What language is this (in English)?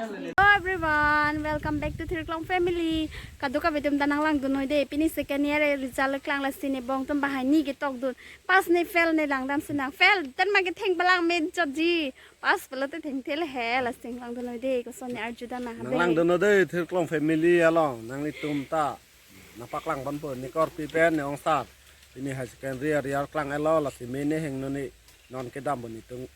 Karbi